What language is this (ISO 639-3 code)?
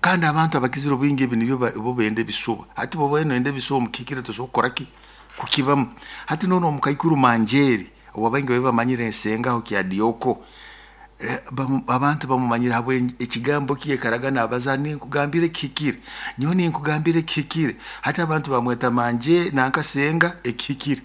nyo